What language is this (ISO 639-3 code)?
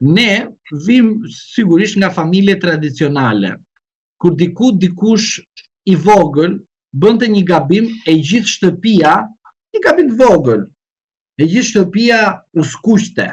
sqi